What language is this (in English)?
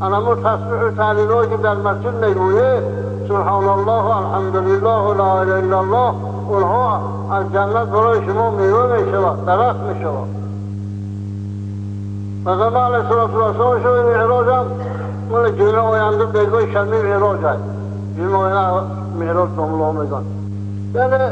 Tajik